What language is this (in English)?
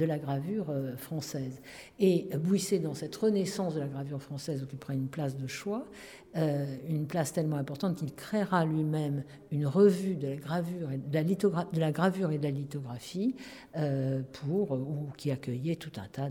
French